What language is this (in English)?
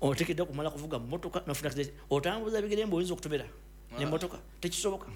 Ganda